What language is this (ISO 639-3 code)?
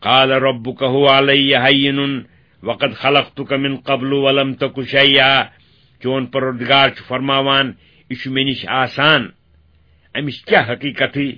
kas